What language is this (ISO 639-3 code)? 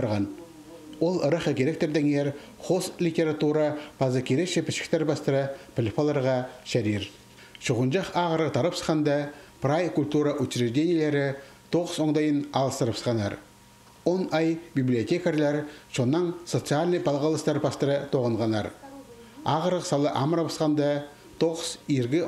kjh